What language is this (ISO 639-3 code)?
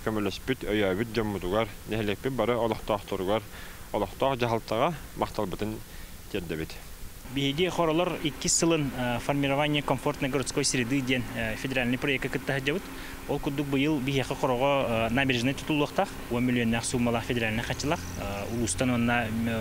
sah